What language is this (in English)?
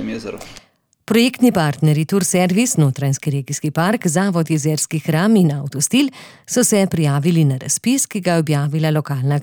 Slovenian